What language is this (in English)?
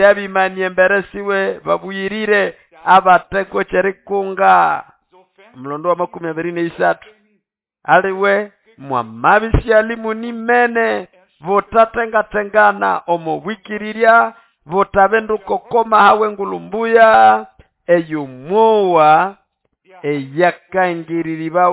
Nande